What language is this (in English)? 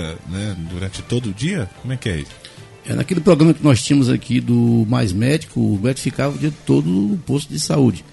Portuguese